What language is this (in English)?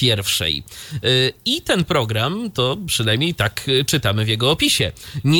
Polish